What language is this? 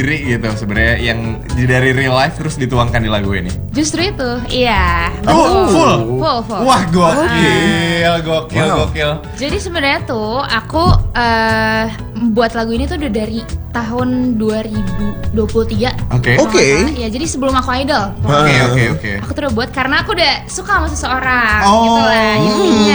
Indonesian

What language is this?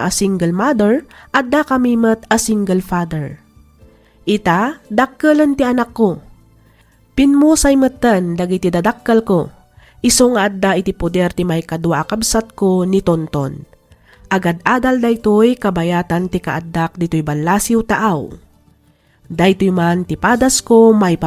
Iloko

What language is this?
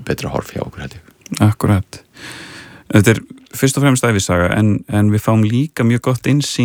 Icelandic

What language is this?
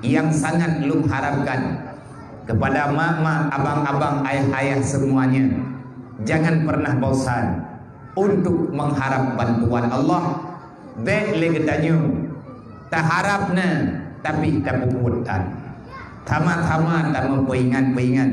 Achinese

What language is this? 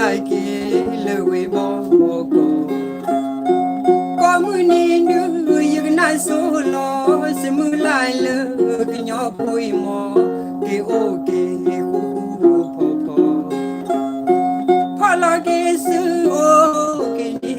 S'gaw Karen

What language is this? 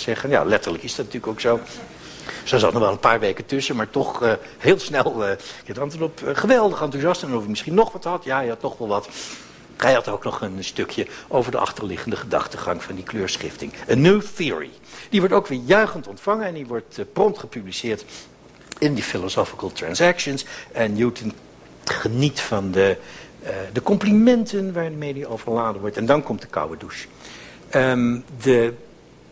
Dutch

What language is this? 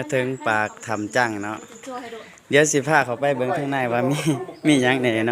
Lao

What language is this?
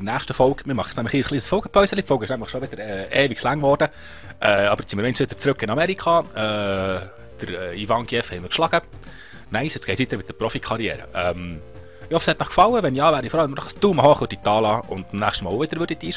Swiss German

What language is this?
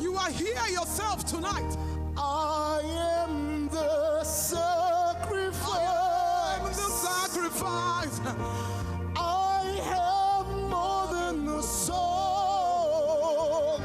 Ewe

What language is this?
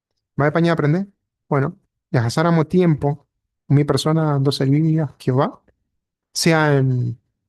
Guarani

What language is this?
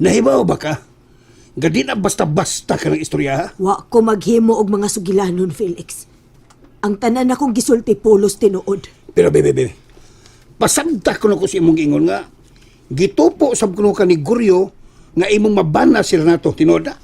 Cebuano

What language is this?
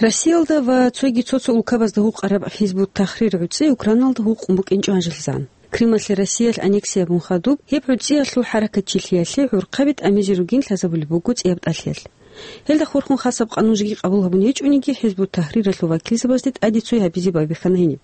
Avaric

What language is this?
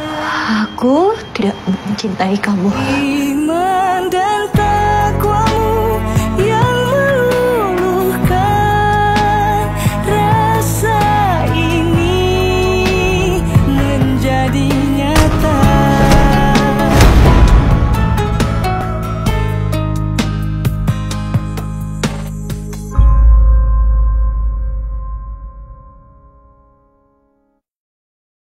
Indonesian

